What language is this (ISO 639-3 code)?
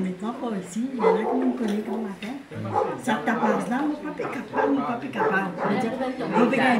mfe